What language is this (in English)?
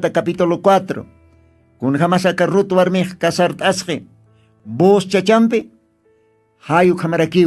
Aymara